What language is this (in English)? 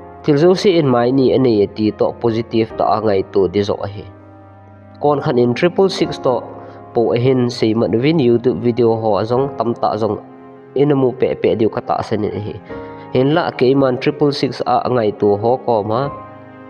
Thado Chin